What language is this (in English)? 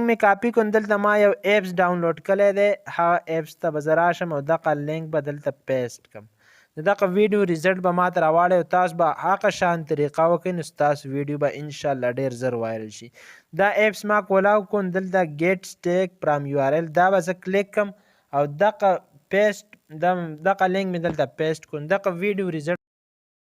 Pashto